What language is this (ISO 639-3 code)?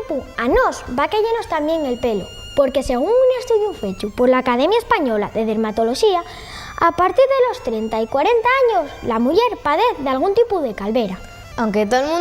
ast